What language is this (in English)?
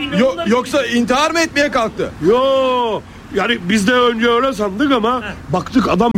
Turkish